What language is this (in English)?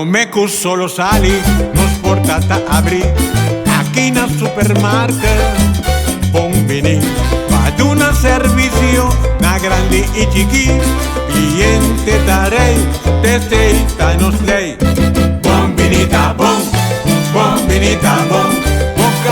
Papiamento